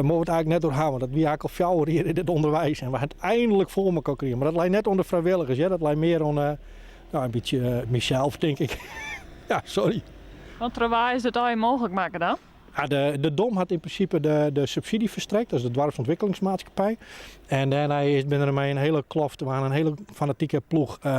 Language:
Western Frisian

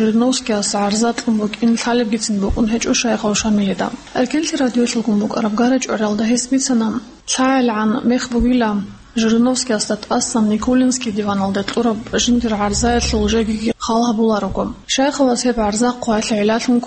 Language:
Avaric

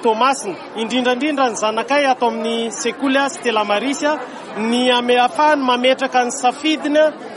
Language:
Malagasy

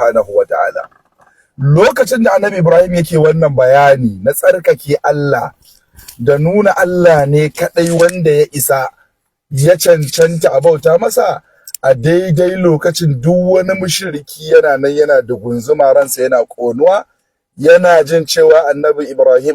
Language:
Hausa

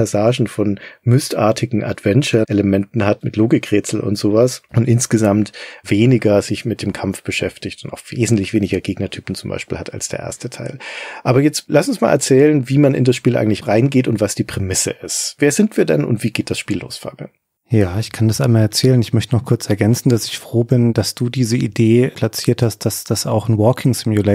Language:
German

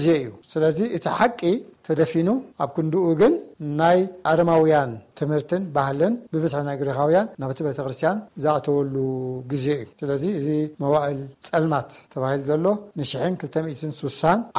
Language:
Tigrinya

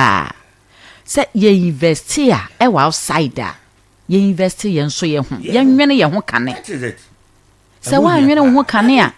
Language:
Akan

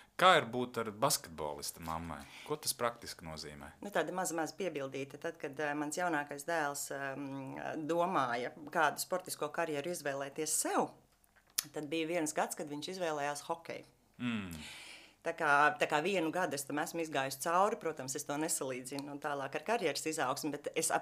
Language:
Latvian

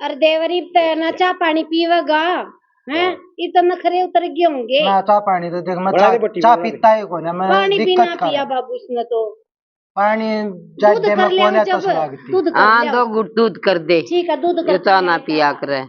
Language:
Haryanvi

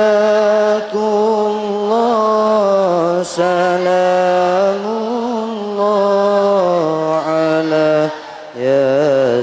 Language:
Madurese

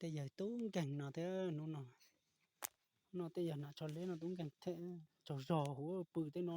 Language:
Hmong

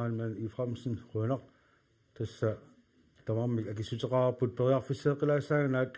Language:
Kalaallisut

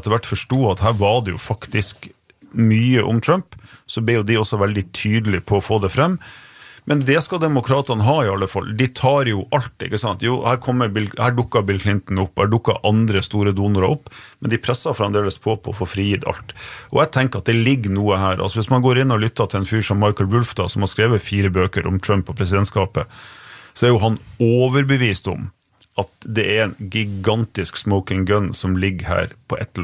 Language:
Norwegian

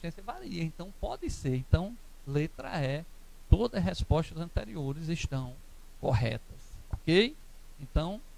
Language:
Portuguese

